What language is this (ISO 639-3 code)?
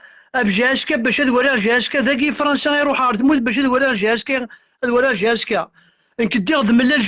kab